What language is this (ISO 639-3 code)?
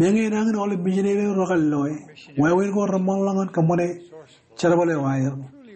mah